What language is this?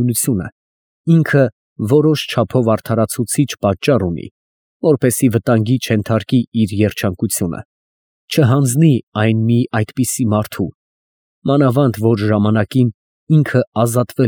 Armenian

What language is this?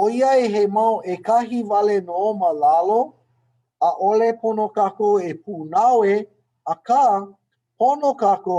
Hawaiian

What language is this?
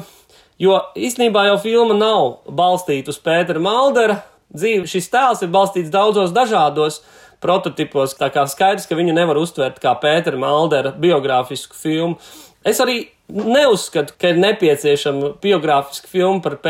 Latvian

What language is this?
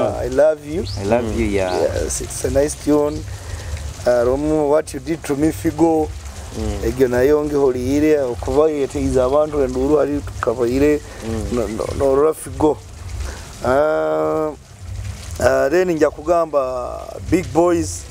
Nyoro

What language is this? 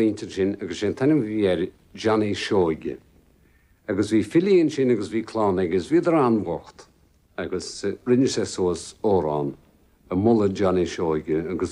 Irish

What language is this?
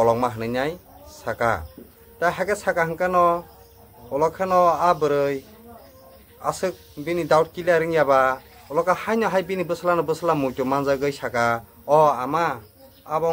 Kok Borok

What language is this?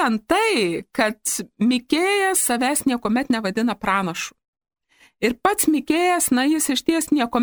Lithuanian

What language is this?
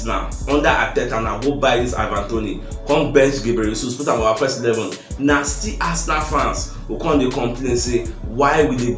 Nigerian Pidgin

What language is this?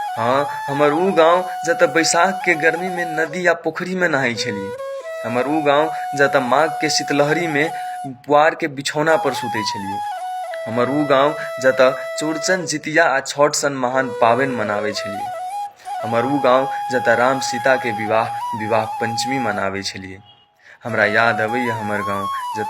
Maithili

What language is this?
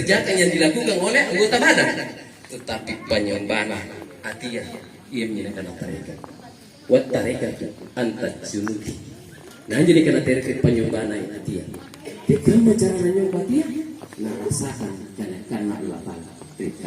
Makasar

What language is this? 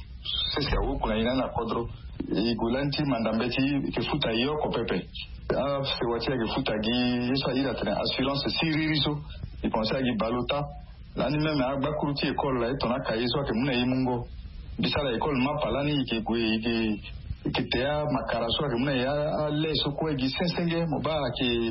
Sango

